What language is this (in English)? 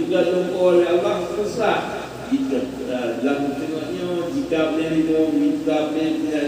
Achinese